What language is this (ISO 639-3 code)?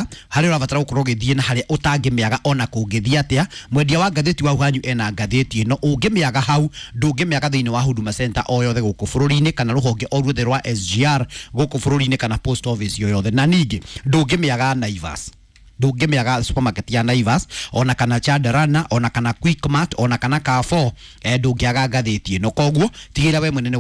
kik